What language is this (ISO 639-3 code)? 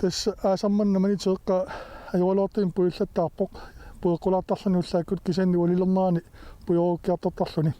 kal